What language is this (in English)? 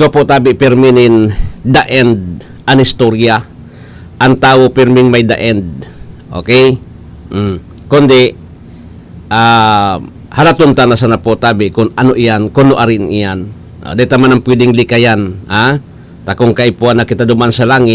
Bikol